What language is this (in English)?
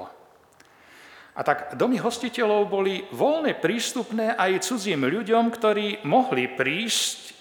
Slovak